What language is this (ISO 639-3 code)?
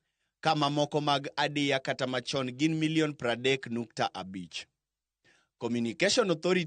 luo